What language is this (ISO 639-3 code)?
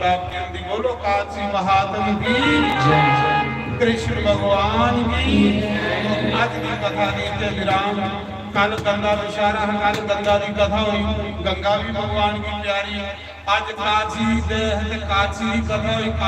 doi